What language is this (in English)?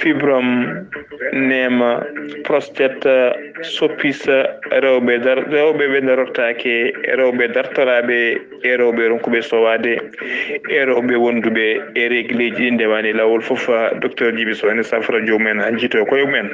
Fula